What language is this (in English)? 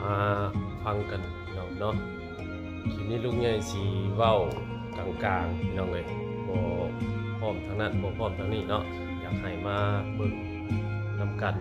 Northeastern Thai